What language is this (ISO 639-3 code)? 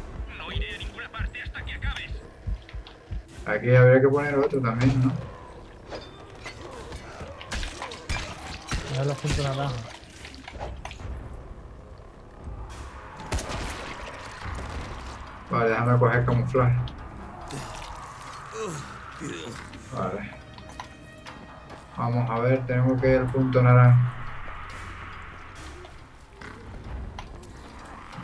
spa